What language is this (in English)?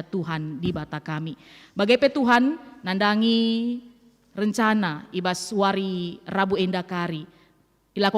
Batak Karo